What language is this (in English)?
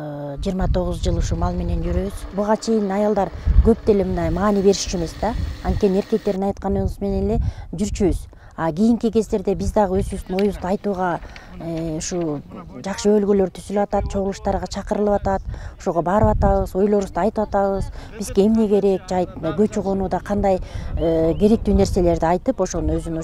Kyrgyz